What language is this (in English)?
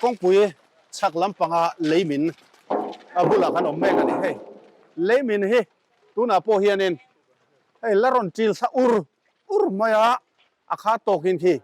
Mizo